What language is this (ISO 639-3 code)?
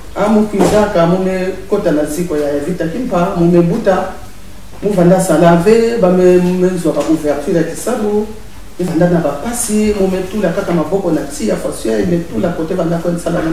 mkw